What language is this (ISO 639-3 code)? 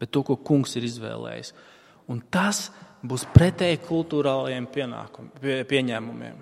lav